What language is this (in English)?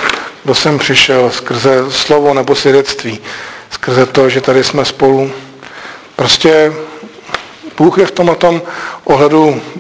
Czech